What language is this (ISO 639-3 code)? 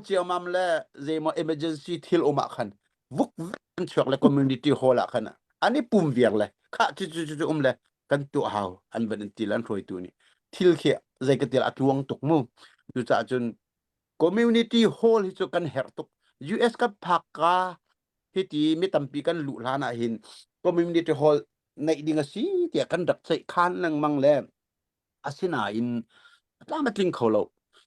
cnh